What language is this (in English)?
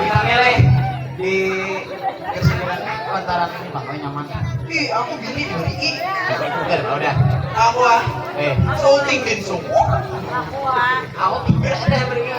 Banjar